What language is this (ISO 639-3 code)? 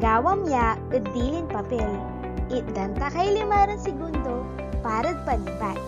pag